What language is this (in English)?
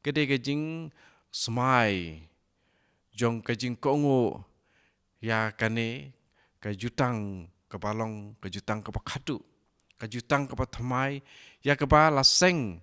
Khasi